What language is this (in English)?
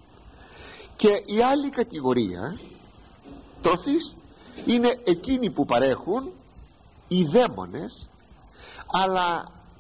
Greek